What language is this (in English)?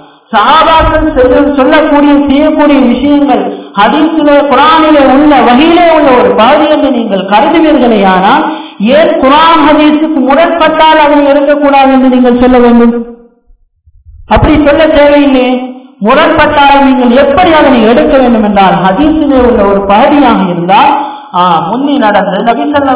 Tamil